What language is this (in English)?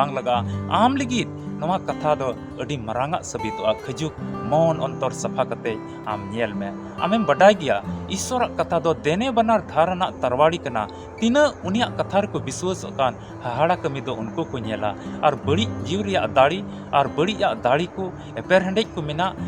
Santali